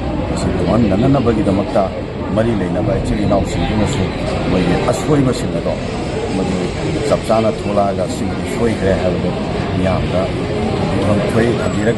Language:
Manipuri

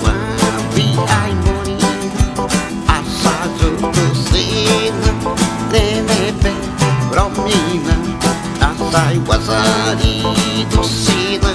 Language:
Xavánte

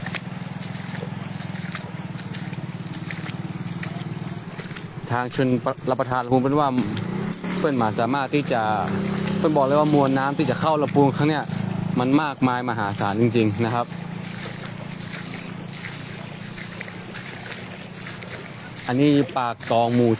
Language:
Thai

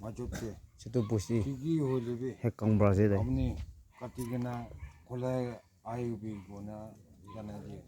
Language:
Naga Pidgin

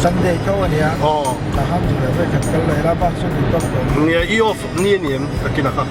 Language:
Mizo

